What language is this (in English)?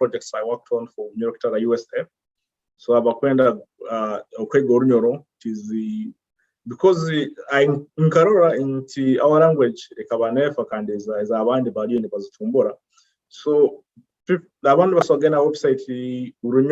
Nyoro